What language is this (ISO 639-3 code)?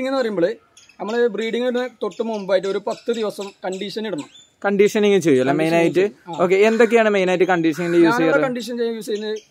mal